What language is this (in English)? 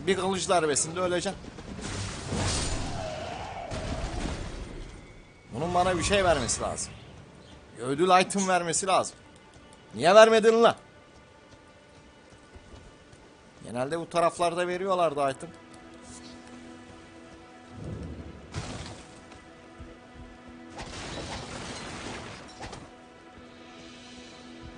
Turkish